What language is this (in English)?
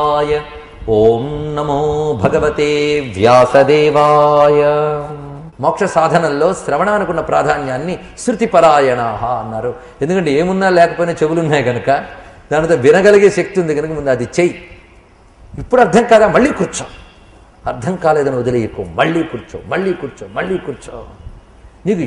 Telugu